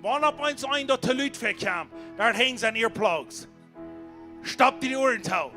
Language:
Plautdietsch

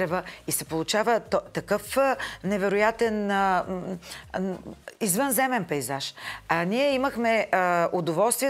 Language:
Bulgarian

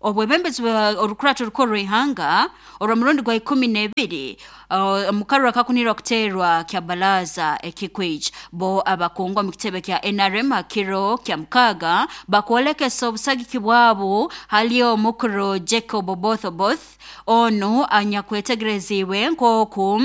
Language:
Nyoro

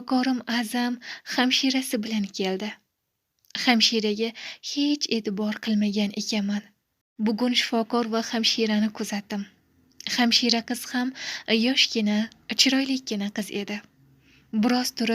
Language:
Uzbek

